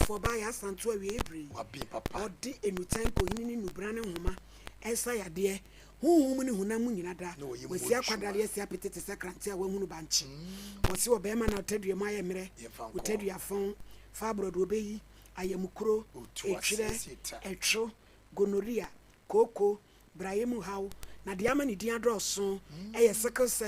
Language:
Akan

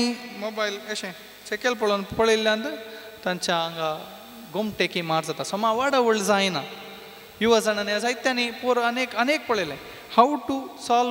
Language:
Konkani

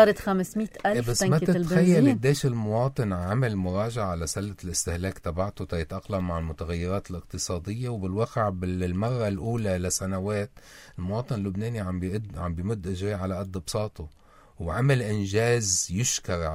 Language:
North Levantine Arabic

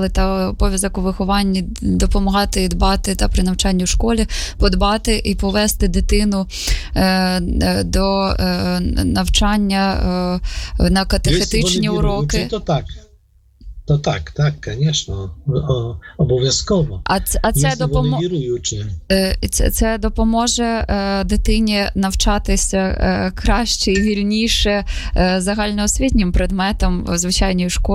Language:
Ukrainian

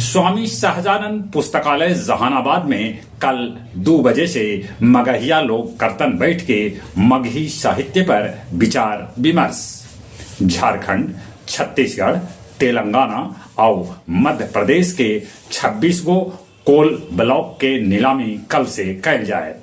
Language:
Magahi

